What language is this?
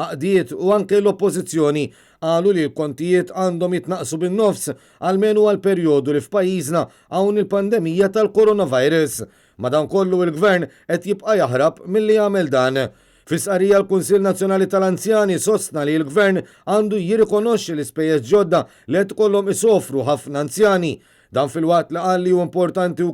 Maltese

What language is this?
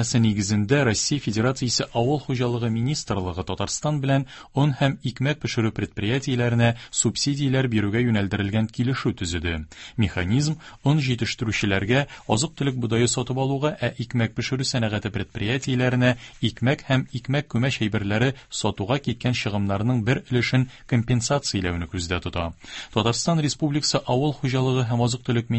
Tatar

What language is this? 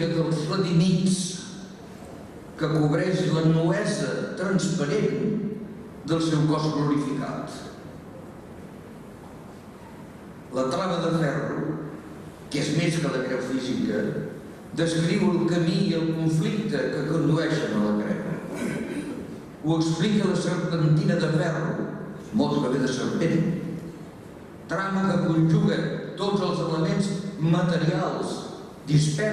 Catalan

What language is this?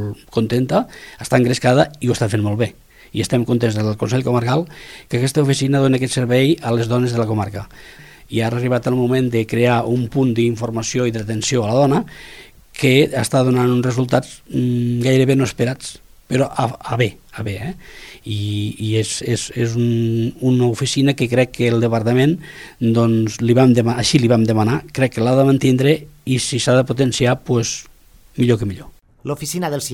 Catalan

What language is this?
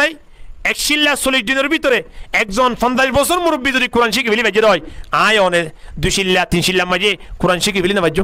Rohingya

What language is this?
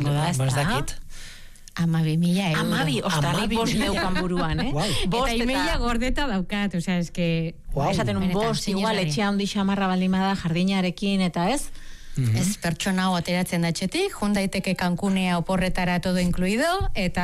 Basque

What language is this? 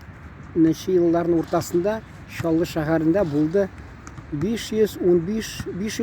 Tatar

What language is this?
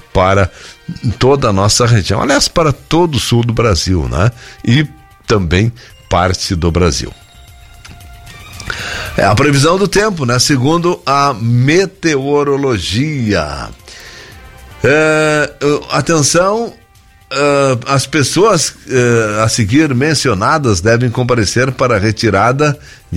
Portuguese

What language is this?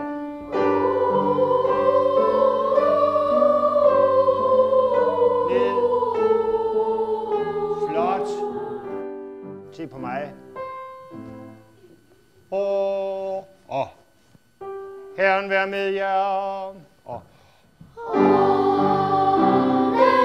Danish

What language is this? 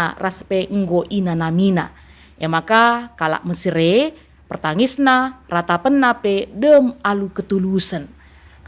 Batak Karo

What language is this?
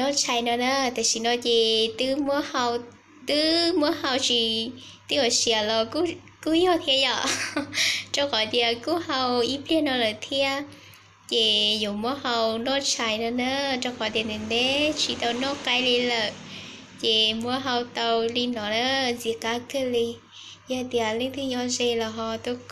Hmong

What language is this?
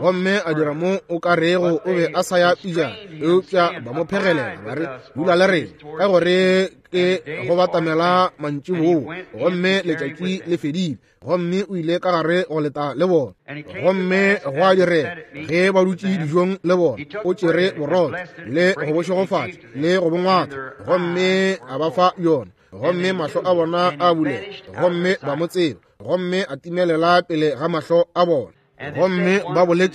Northern Sotho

